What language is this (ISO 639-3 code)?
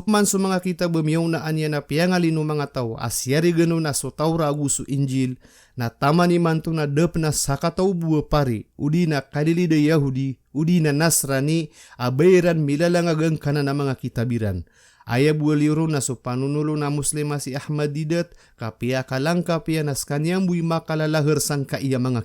mrw